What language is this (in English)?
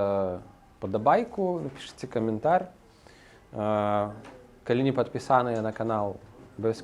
Belarusian